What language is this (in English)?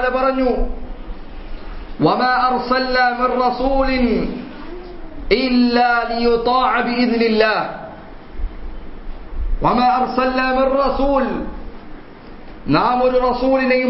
Malayalam